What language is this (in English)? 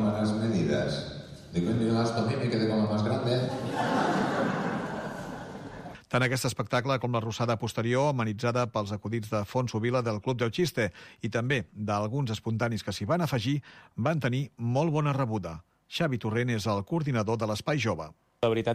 Catalan